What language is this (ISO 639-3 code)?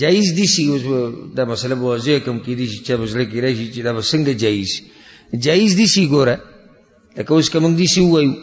pus